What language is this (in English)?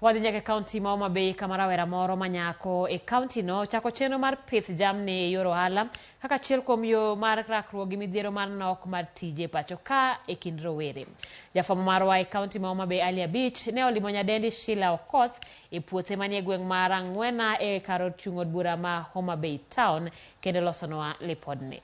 Luo (Kenya and Tanzania)